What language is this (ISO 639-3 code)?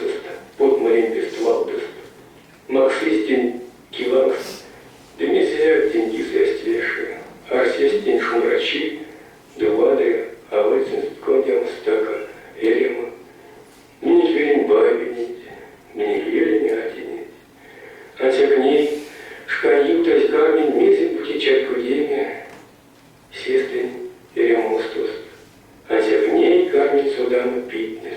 myv